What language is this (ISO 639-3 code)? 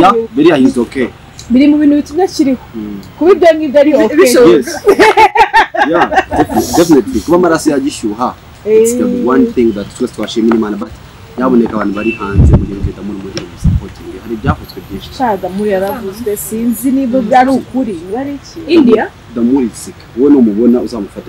kin